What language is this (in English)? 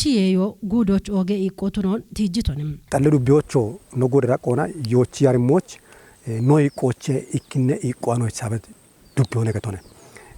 Kafa